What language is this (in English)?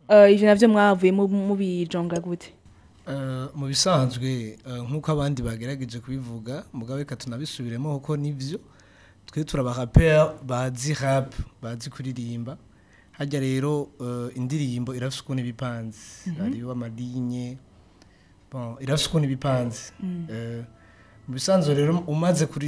Rundi